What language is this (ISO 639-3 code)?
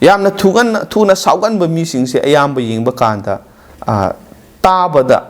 mni